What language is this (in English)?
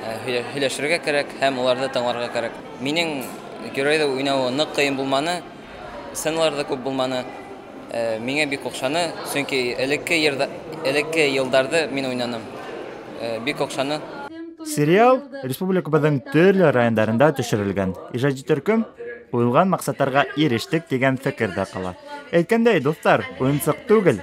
Bashkir